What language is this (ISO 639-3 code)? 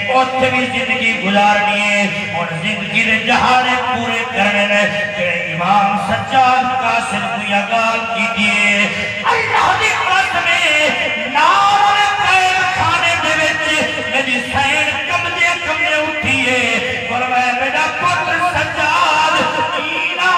skr